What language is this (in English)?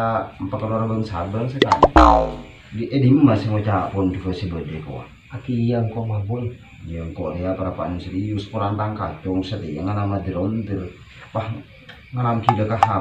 Madurese